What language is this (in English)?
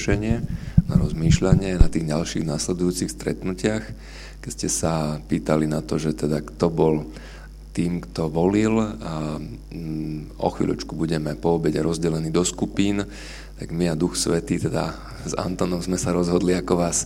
Slovak